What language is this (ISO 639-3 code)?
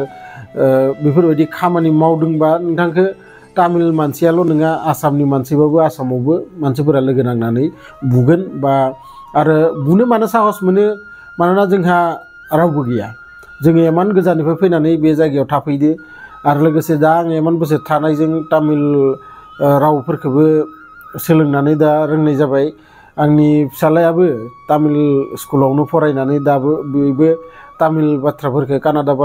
brx